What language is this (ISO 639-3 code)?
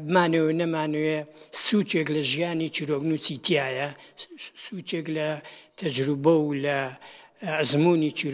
ckb